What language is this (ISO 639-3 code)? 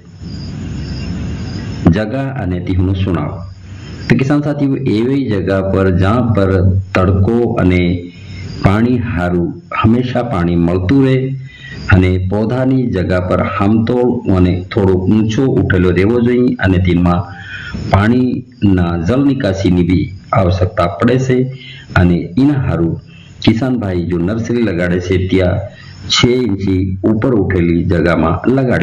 guj